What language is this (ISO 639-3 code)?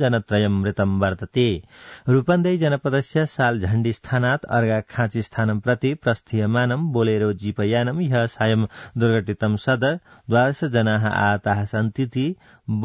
san